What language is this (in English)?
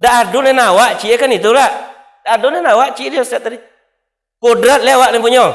Minangkabau